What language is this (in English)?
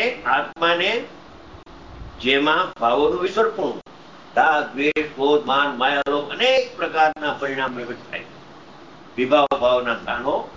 Gujarati